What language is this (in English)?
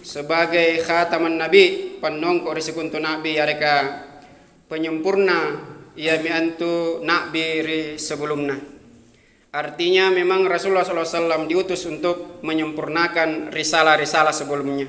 Makasar